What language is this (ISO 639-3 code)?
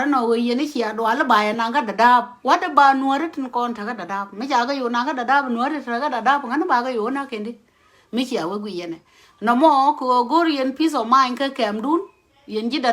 nus